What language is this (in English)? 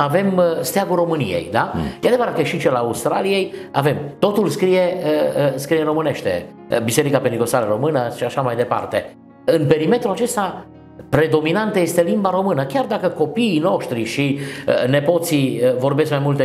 Romanian